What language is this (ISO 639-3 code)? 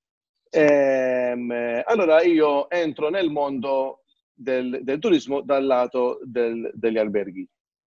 ita